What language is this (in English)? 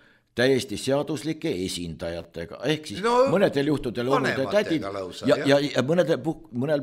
Estonian